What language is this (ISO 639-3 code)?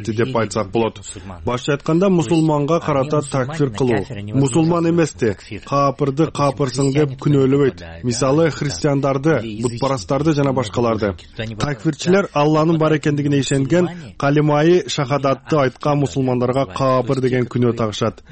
kir